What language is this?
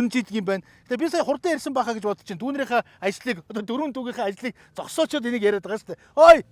Mongolian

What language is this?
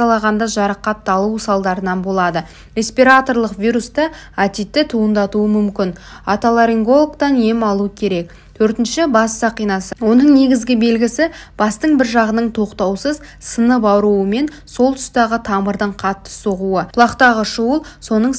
Kazakh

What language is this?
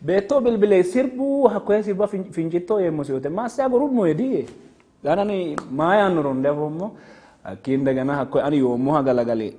Sidamo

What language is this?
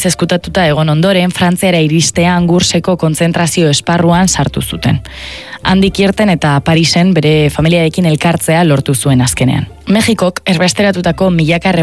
Basque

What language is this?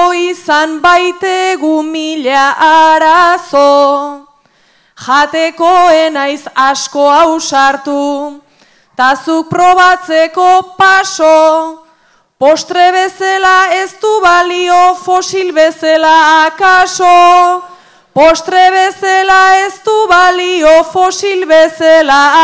Basque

